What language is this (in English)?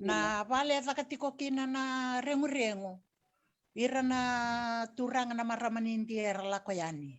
Fijian